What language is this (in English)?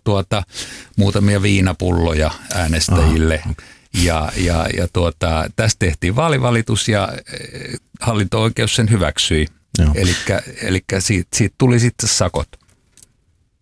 Finnish